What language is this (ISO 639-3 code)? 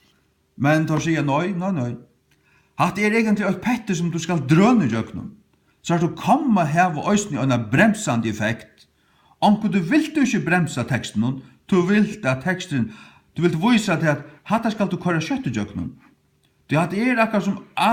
fao